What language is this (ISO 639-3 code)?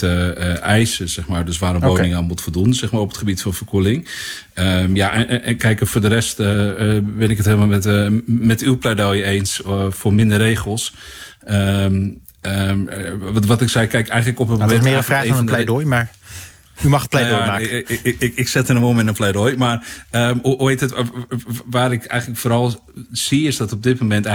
nld